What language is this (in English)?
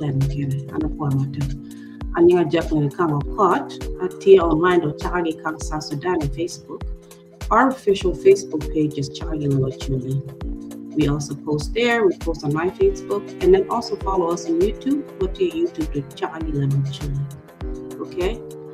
Acoli